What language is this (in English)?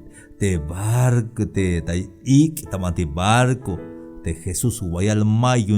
Tzeltal